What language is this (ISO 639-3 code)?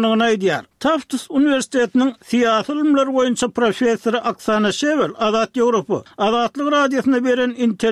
tuk